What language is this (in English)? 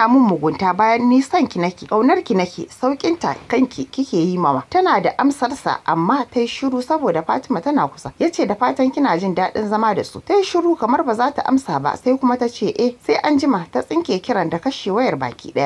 Hausa